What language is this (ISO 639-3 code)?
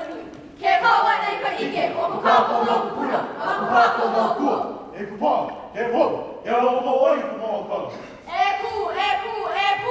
haw